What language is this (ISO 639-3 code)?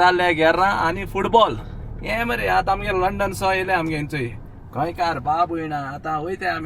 kok